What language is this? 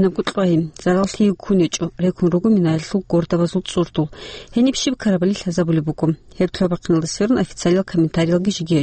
Avaric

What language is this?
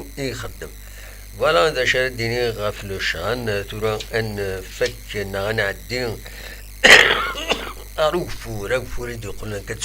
Kabyle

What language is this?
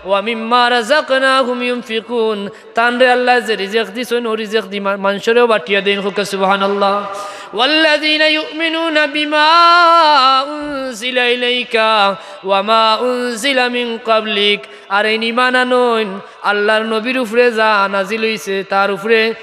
Sylheti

